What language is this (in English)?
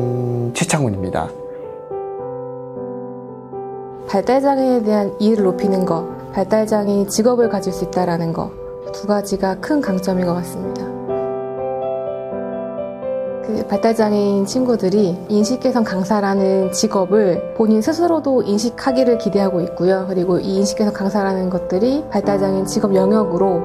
Korean